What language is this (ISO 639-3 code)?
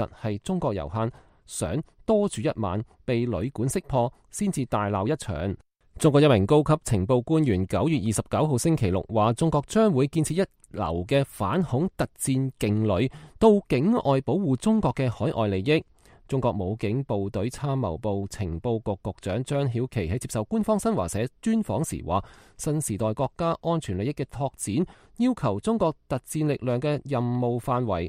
yue